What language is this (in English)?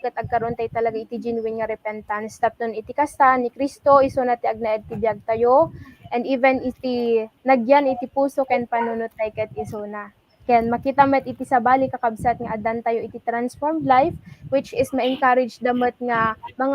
Iloko